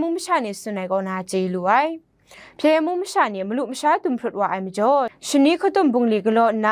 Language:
Kachin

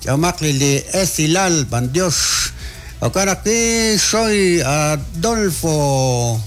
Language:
Kekchí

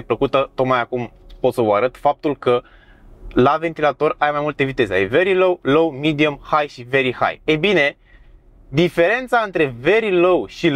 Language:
Romanian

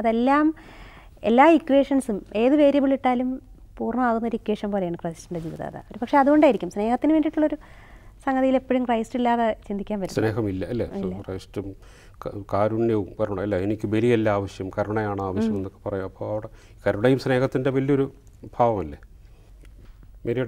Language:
Malayalam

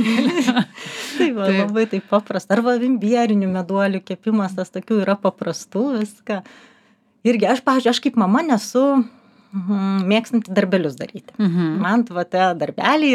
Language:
Lithuanian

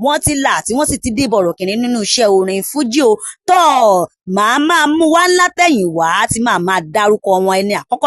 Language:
Yoruba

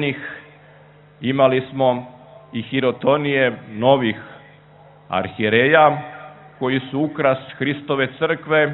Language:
Serbian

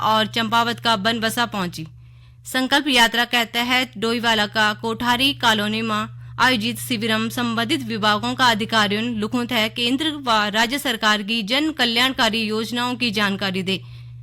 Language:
Garhwali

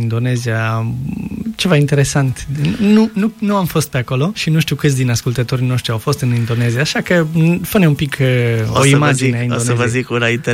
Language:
Romanian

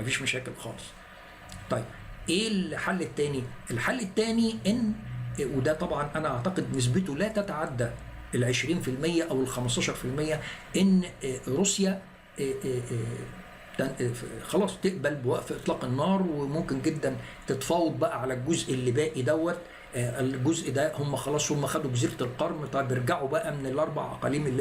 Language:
Egyptian Arabic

